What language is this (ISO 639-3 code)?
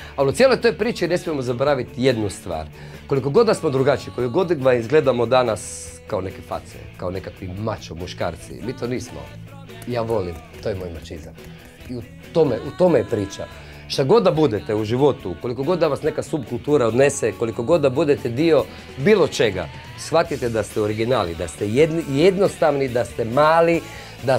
hrv